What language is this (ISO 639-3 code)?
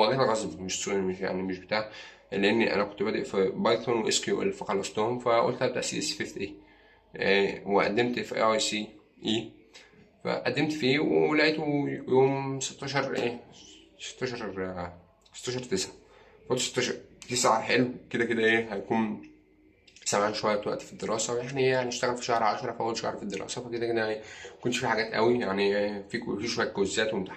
arz